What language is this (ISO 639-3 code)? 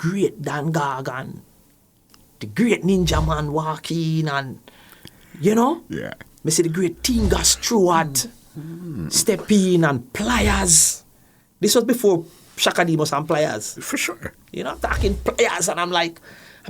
jam